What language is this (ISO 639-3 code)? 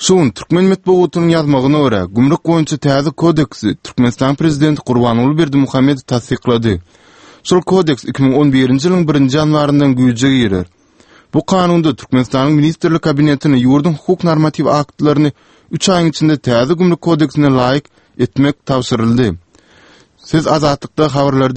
tuk